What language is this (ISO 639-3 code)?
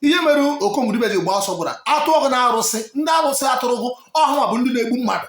ibo